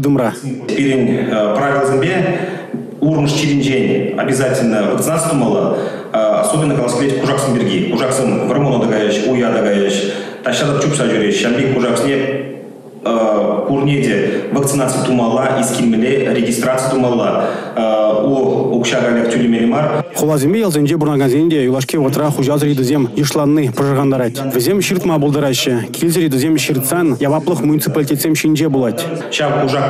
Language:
Chuvash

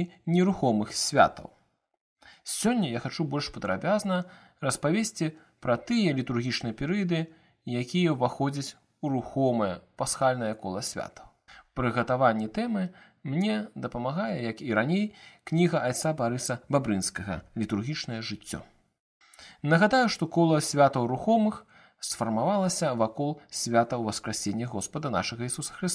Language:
Belarusian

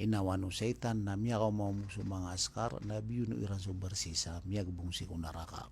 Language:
Maranao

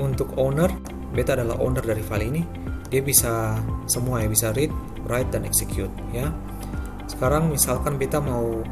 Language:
Ambonese Malay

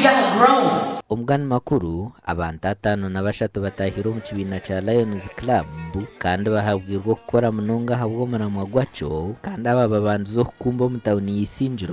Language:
Nyankole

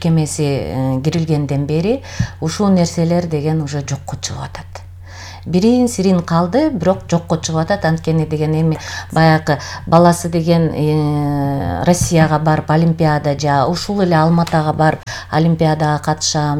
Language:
Kyrgyz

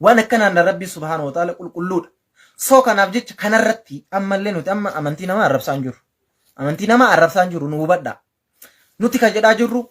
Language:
Oromo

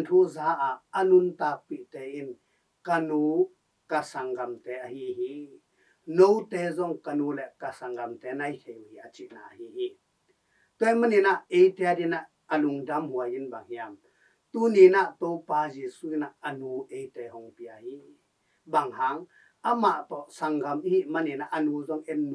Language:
Tedim Chin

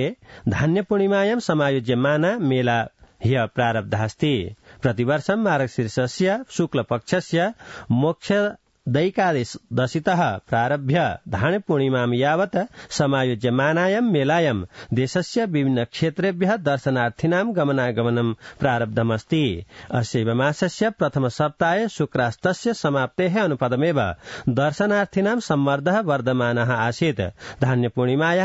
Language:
Sanskrit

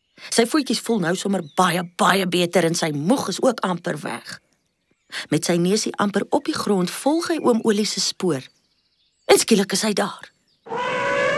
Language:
Afrikaans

